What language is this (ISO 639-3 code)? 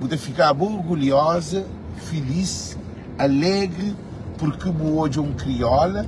kea